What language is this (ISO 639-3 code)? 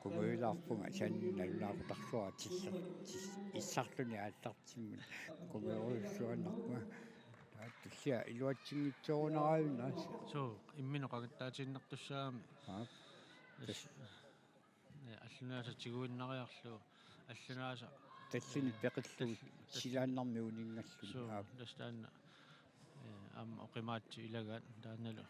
kal